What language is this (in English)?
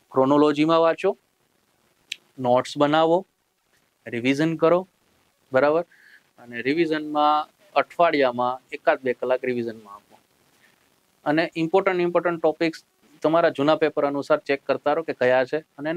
Gujarati